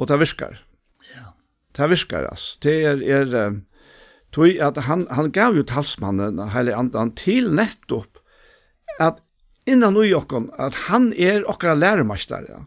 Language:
Faroese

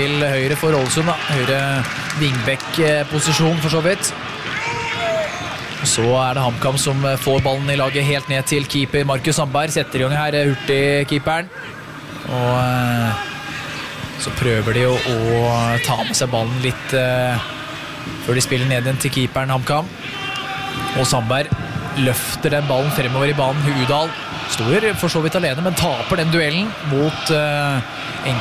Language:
Norwegian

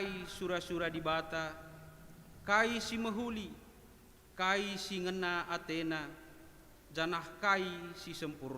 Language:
Batak Karo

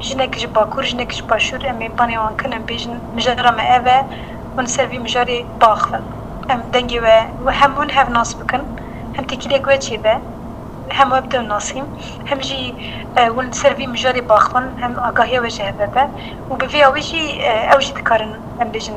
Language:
Kurdish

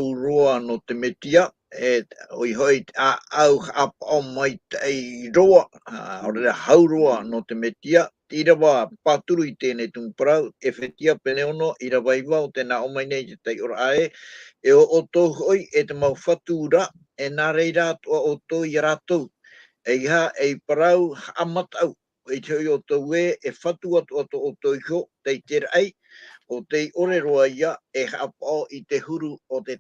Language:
Tahitian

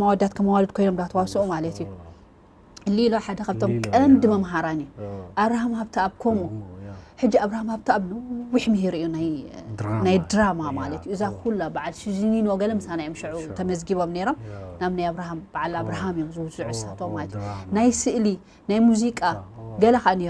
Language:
Tigrinya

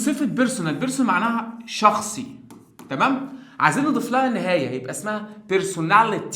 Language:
Egyptian Arabic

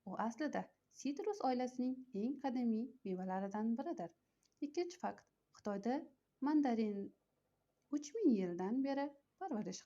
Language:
Uzbek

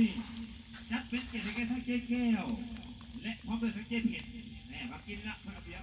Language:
Lao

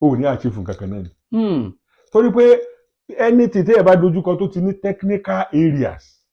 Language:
Yoruba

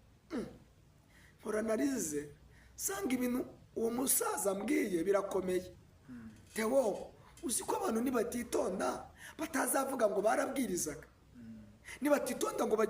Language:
Kinyarwanda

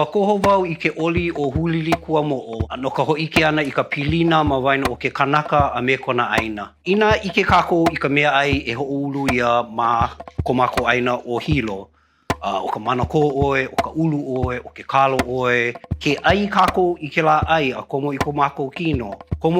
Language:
Hawaiian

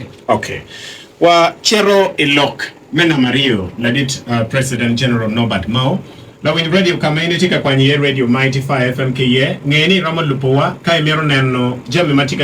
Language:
Acoli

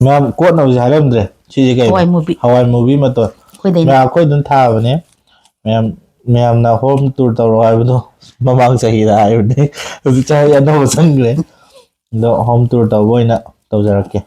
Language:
Manipuri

